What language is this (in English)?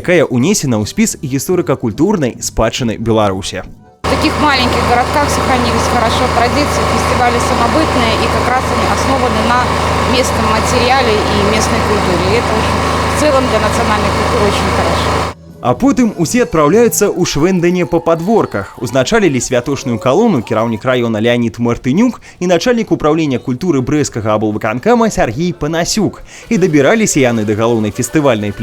Belarusian